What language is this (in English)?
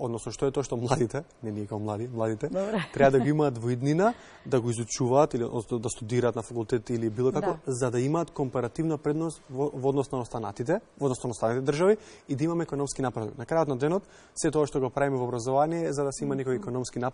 Macedonian